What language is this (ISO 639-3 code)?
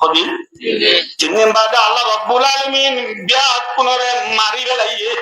rhg